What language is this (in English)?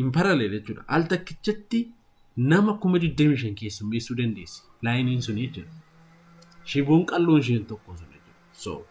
Oromo